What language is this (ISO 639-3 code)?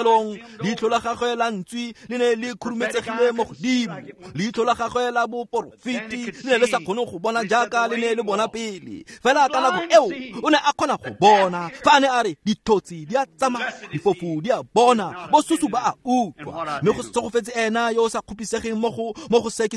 tsn